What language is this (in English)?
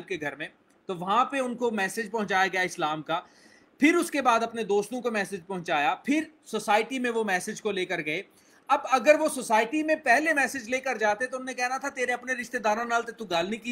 Urdu